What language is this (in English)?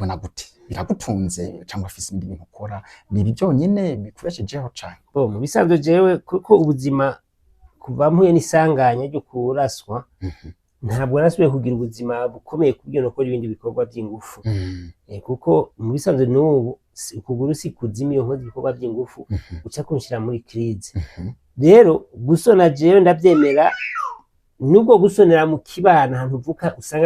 Rundi